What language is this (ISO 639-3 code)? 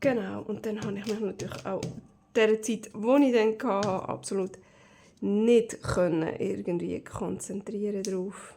gsw